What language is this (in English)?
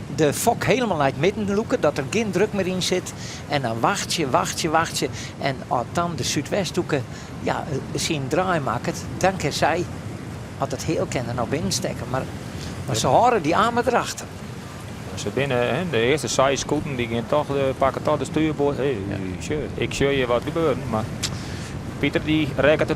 Western Frisian